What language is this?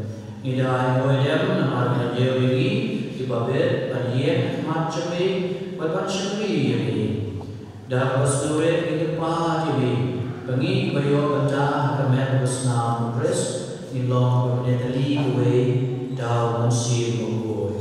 Khasi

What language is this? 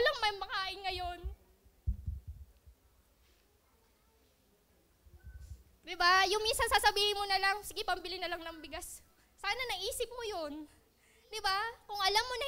Filipino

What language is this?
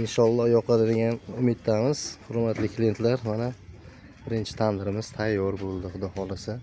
Uzbek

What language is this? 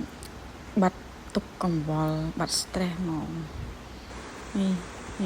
Khmer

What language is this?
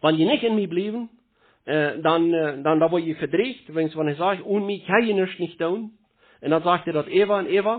Plautdietsch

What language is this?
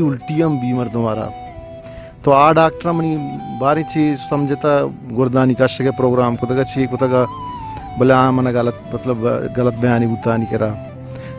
Baluchi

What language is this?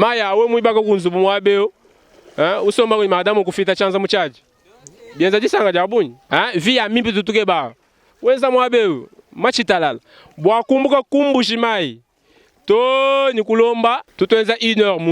Luba-Lulua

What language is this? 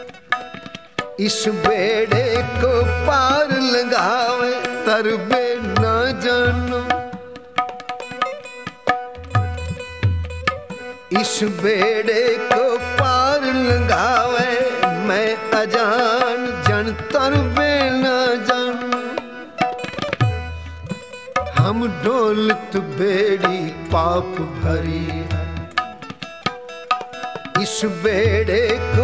Hindi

